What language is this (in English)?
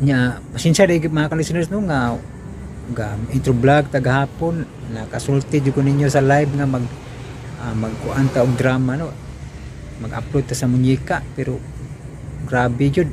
Cebuano